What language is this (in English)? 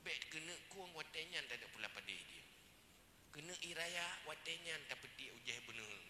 Achinese